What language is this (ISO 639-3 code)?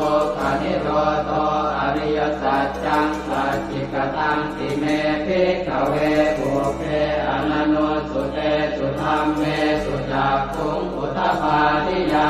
pli